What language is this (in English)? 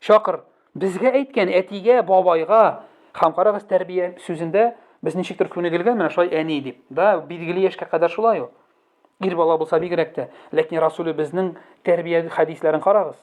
Tatar